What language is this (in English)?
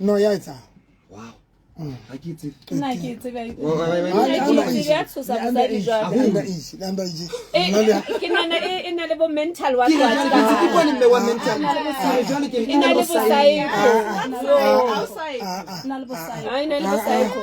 Southern Sotho